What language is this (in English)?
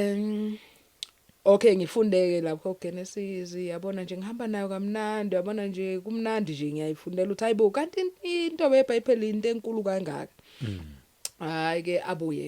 Zulu